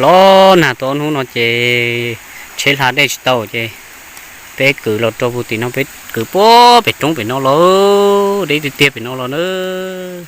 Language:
Hmong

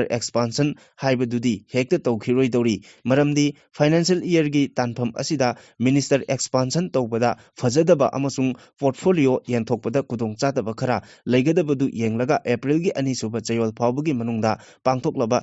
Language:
Manipuri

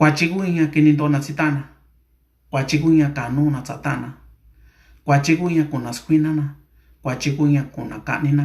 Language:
Mixtepec Mixtec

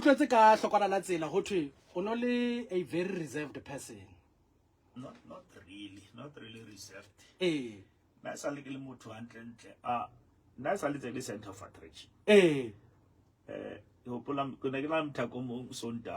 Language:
Southern Sotho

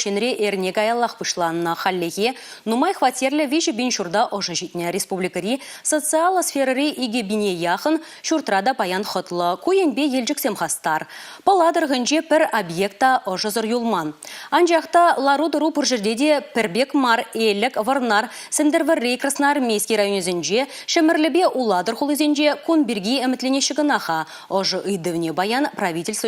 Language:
Chuvash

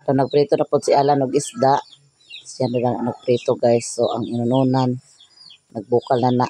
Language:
Cebuano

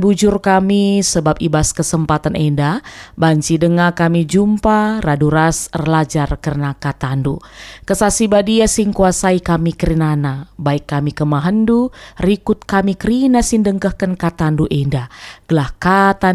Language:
Batak Karo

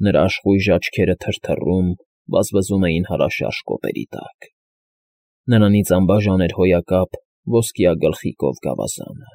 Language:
Armenian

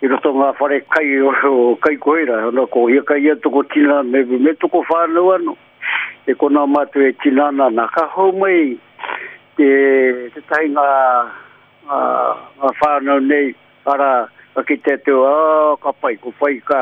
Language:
Māori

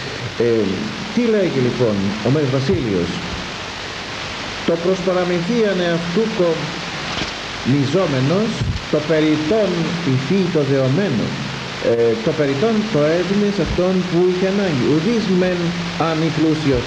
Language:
Greek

